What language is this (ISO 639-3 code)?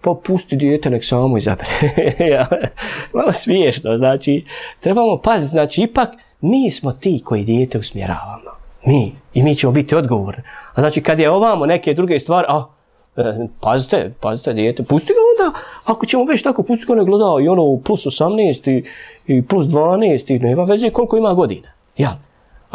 bos